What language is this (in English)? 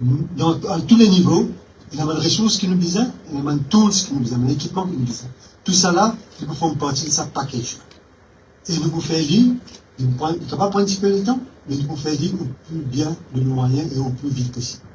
Morisyen